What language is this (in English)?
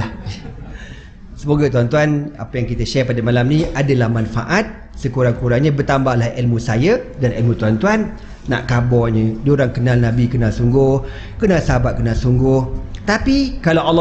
Malay